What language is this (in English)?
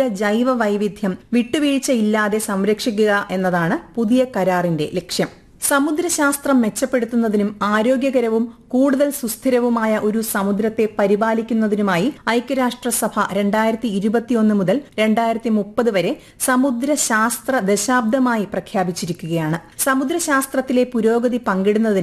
Malayalam